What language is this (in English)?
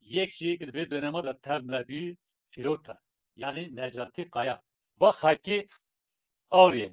Kurdish